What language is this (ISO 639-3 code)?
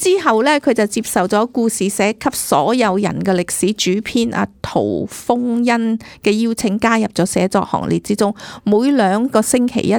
yue